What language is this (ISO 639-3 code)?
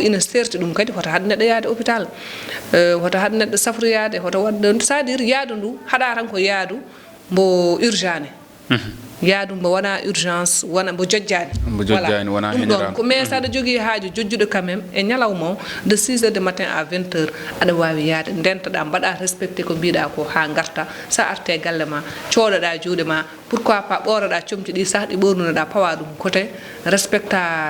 ful